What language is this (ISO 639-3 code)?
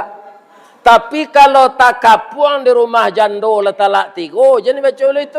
min